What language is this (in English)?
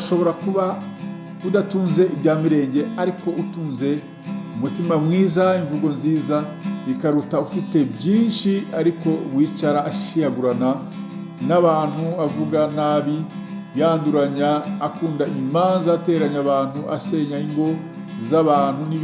Kinyarwanda